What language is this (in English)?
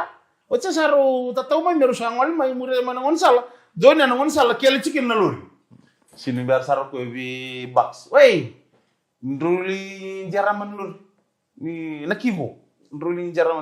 Fijian